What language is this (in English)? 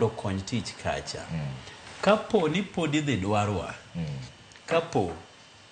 Luo (Kenya and Tanzania)